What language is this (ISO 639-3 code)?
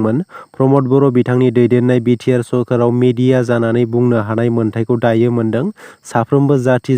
brx